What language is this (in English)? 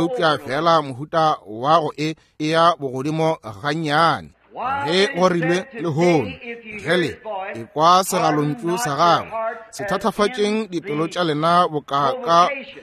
Northern Sotho